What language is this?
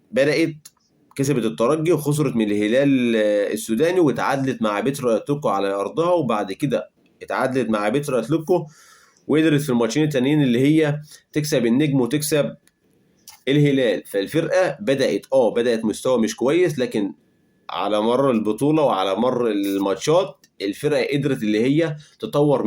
Egyptian Arabic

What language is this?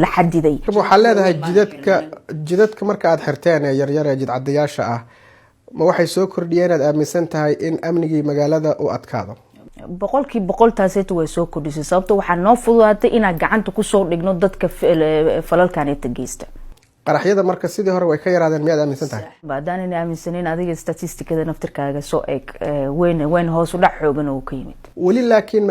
Somali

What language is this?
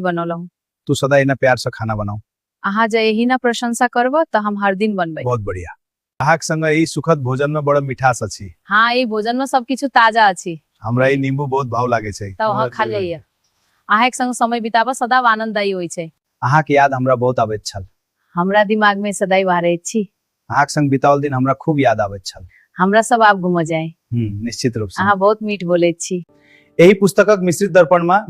Maithili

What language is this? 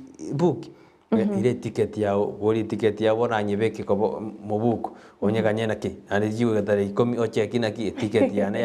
Gusii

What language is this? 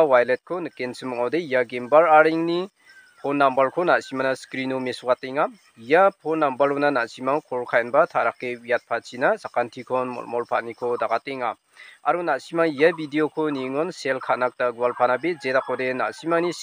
Garo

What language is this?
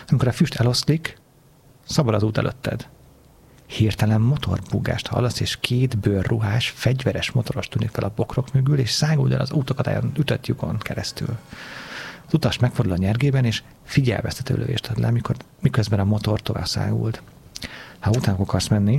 Hungarian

